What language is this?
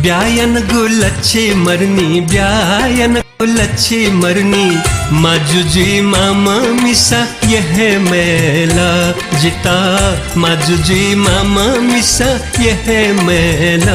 Newari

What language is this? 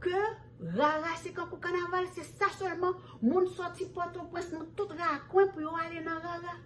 Haitian Creole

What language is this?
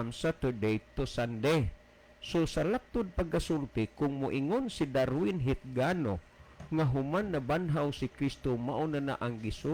Cebuano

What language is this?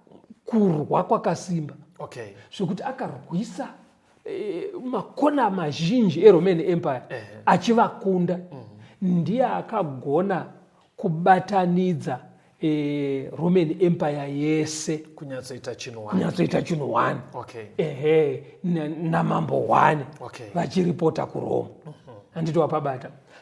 Shona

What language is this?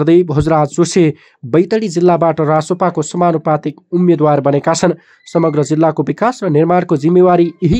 Nepali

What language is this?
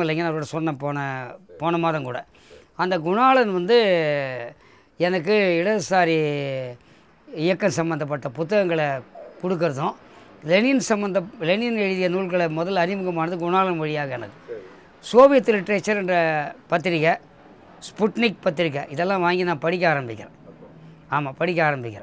Tamil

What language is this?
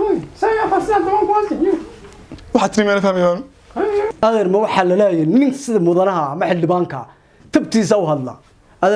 Somali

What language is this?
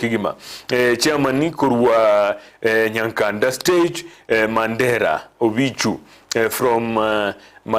Gusii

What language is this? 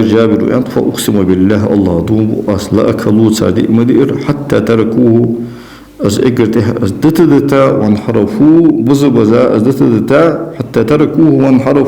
Ingush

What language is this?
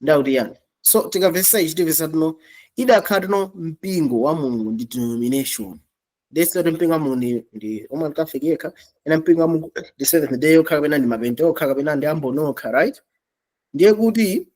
Nyanja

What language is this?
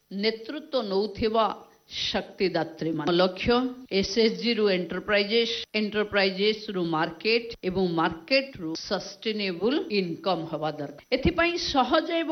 Odia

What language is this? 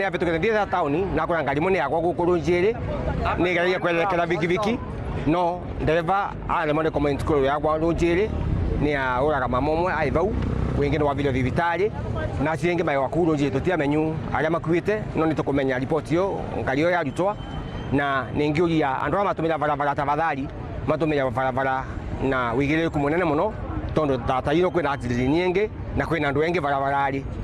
Meru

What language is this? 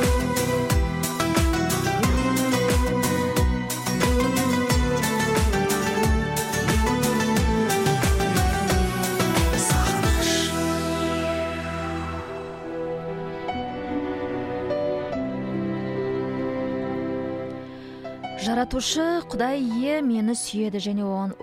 Kazakh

